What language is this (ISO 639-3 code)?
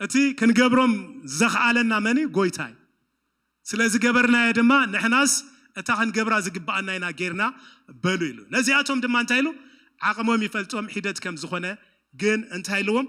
tir